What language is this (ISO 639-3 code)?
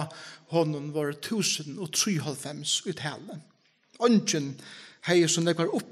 fao